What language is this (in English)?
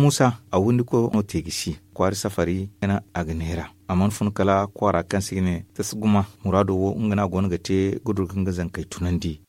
Zarma